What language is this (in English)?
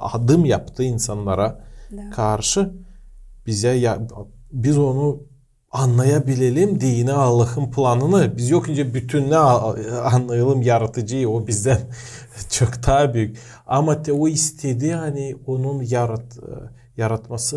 Gagauz